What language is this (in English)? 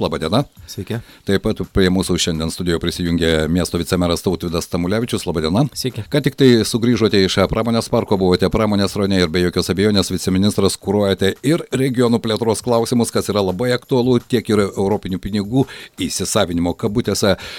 Lithuanian